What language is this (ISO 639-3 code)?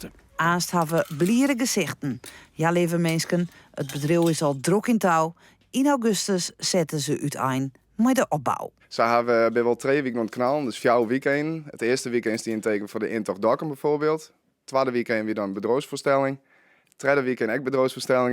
fry